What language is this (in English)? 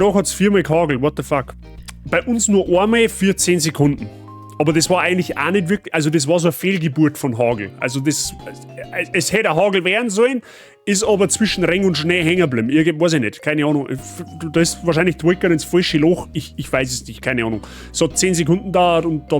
Bavarian